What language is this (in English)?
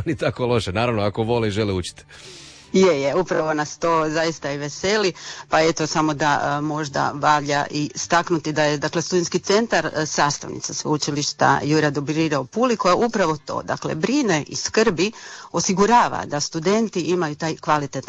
Croatian